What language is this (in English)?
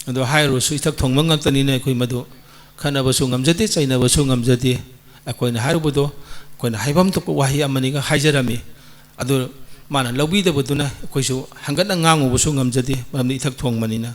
Manipuri